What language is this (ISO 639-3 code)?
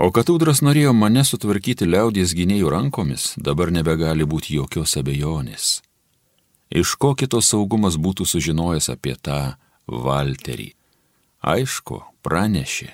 lit